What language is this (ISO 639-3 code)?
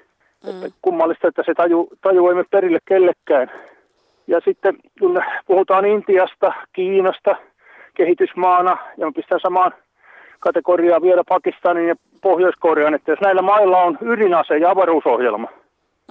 fin